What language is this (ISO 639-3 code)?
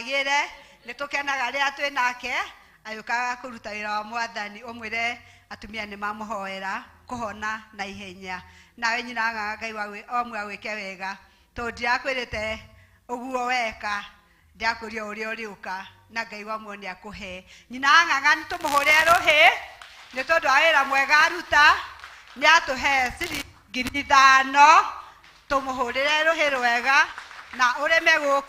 kik